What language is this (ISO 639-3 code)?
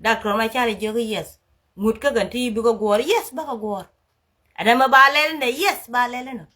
nus